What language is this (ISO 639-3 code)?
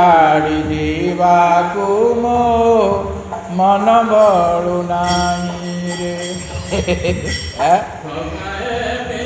ori